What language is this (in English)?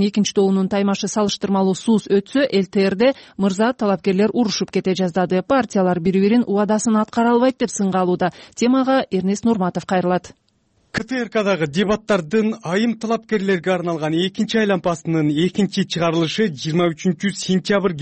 Kyrgyz